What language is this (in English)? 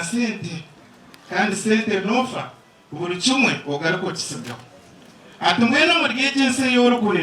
Nyankole